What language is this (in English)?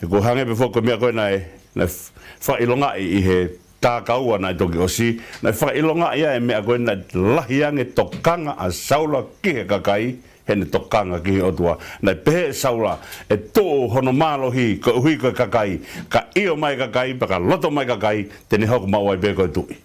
Tongan